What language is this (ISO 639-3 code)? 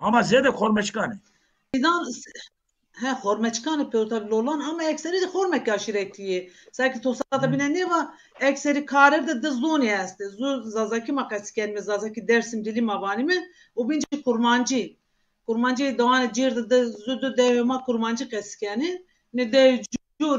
zza